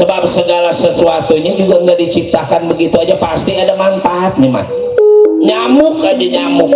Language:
Betawi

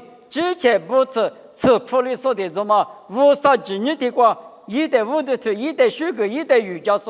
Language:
Lisu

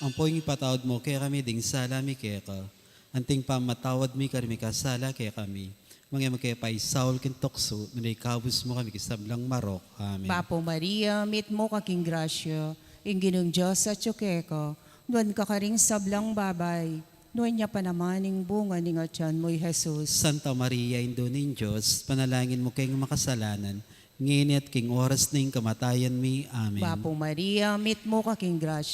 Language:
Pampanga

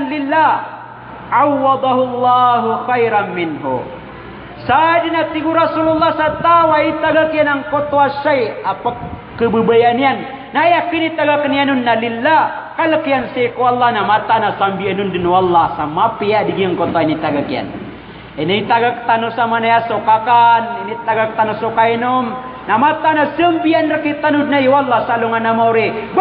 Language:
Maranao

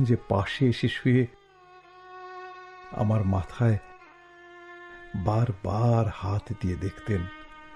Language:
Bangla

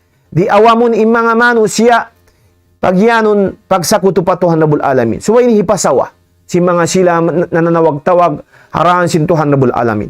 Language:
Tausug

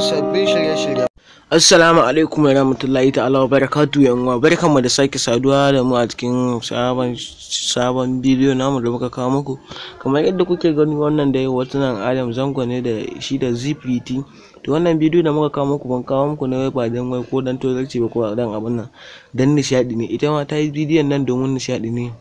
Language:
Hausa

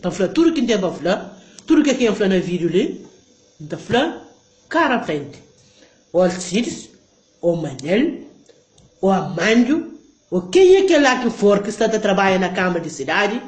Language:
Kabuverdianu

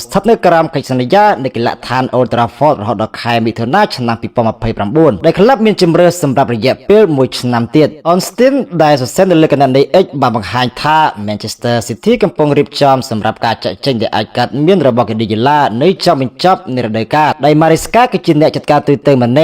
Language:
Khmer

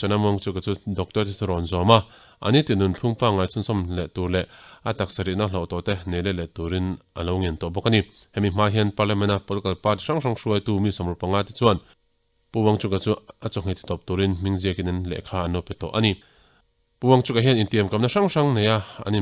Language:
Mizo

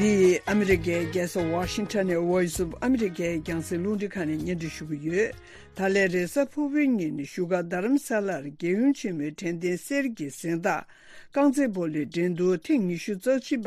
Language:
Tibetan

